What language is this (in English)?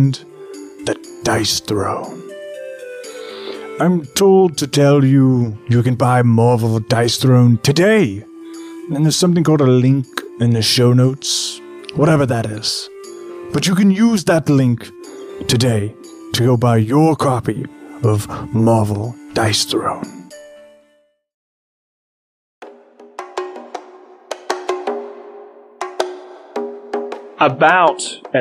English